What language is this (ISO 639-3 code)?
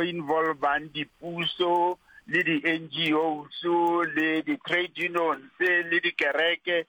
nso